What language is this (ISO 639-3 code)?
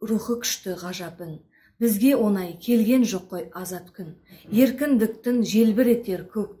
kaz